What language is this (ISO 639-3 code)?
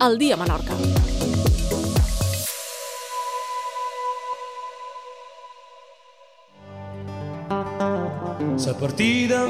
cat